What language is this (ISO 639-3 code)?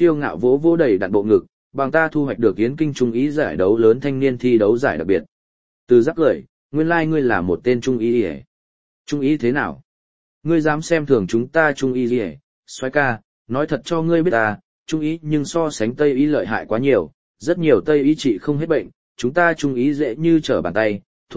vie